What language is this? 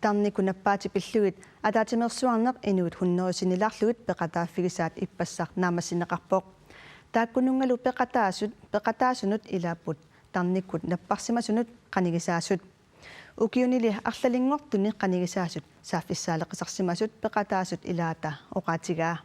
Kalaallisut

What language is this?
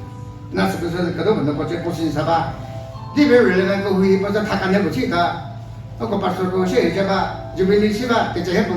Chokri Naga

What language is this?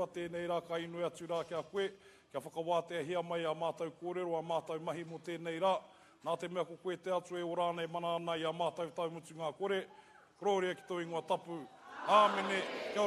Māori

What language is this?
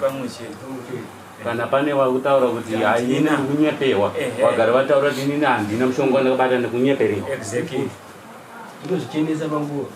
Shona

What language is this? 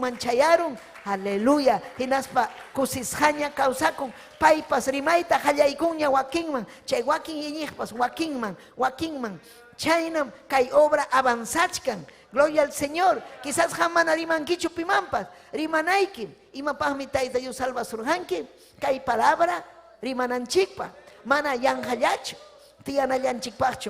Ayacucho Quechua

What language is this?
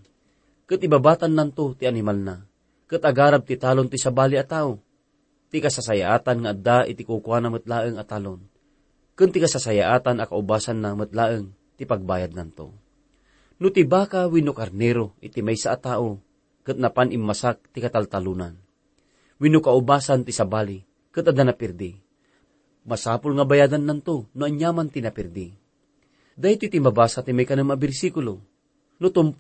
Iloko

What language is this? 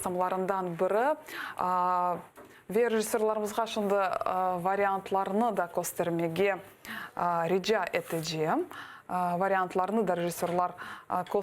Crimean Tatar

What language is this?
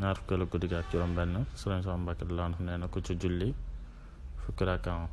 Wolof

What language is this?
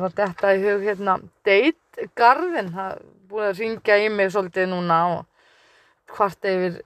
Icelandic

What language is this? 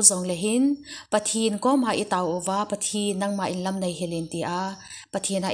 Thado Chin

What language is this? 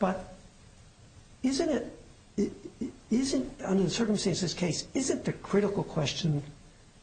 English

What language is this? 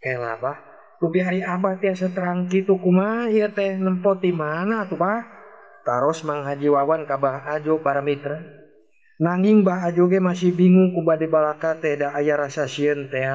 Sundanese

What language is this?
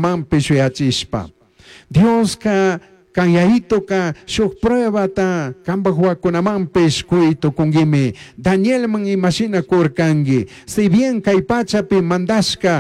Chimborazo Highland Quichua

